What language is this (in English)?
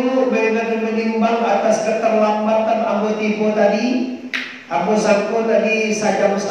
Minangkabau